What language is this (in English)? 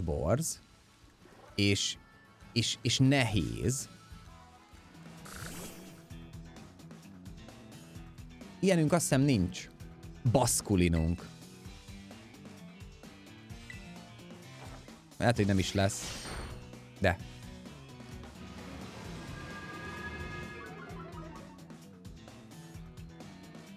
Hungarian